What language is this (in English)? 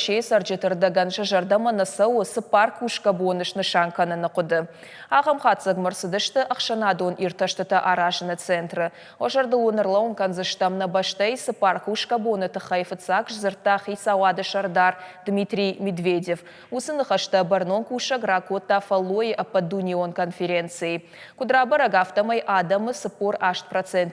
Ossetic